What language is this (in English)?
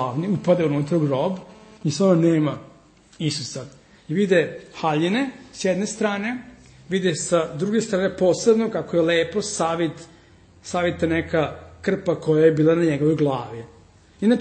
Serbian